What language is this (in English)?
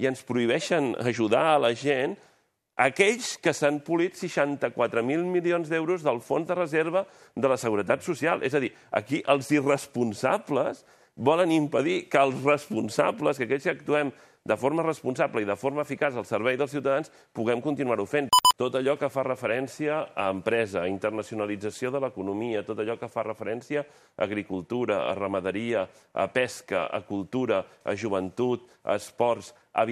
Catalan